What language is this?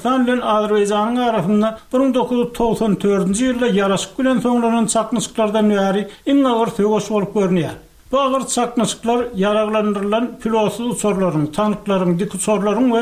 Turkmen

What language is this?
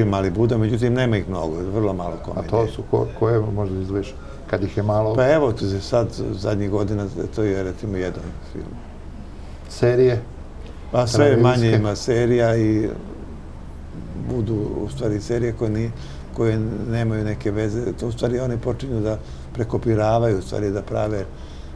Serbian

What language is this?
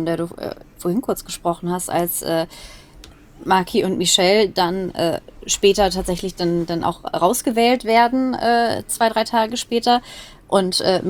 German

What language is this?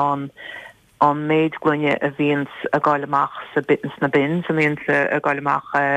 Irish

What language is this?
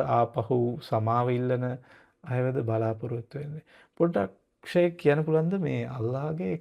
Sinhala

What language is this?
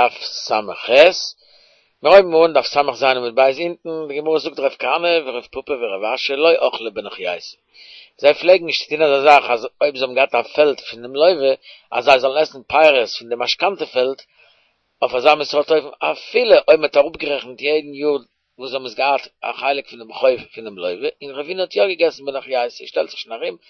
Yiddish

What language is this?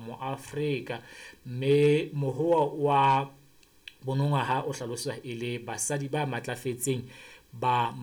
Southern Sotho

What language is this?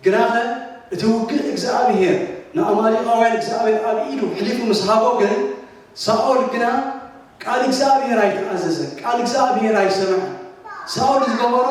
Tigrinya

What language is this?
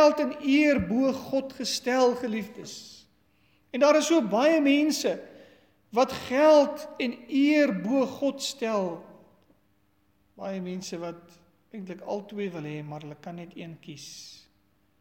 Afrikaans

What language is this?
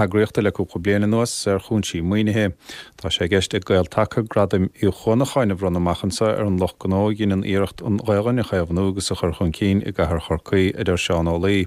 Irish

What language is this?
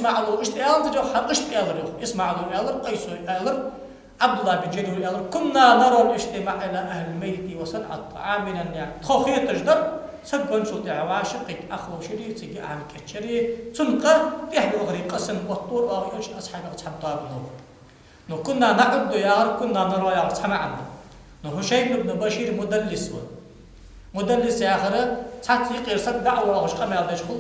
Ingush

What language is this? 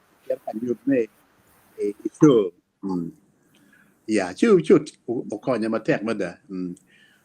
Acoli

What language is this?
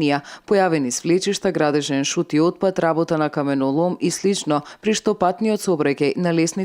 Macedonian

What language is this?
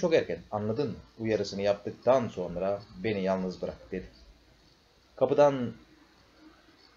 Turkish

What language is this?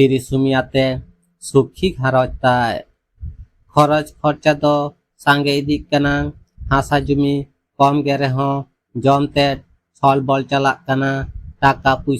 Santali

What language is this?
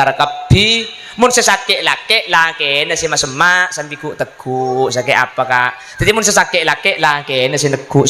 Madurese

